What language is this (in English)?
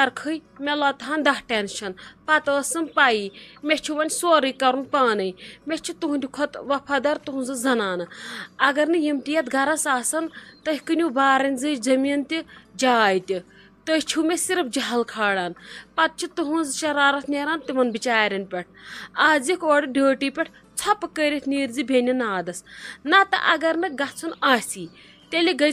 Kashmiri